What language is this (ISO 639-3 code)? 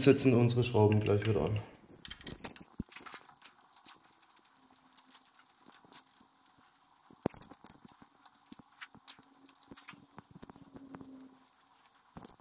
deu